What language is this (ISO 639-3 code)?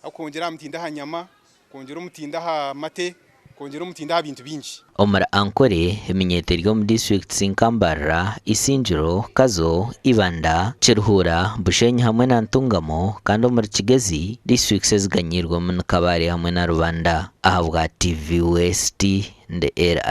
nyn